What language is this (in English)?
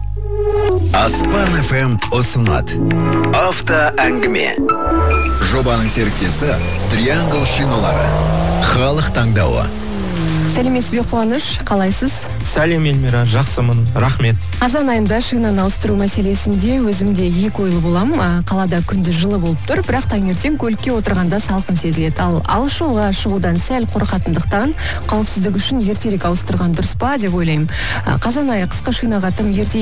Kazakh